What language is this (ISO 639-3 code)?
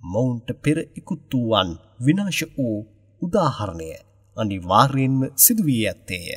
sin